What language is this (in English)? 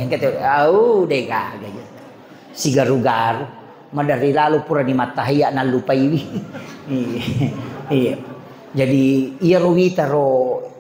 Buginese